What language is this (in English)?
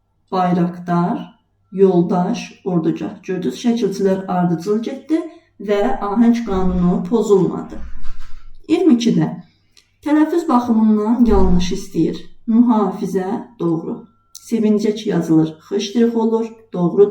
Azerbaijani